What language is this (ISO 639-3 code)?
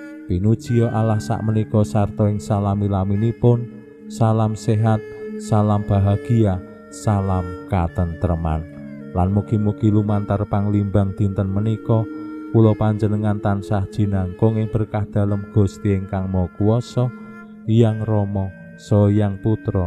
jav